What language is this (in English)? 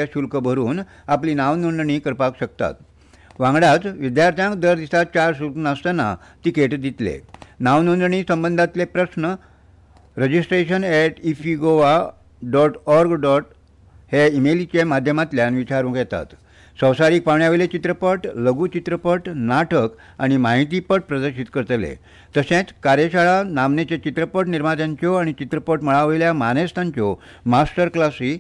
Konkani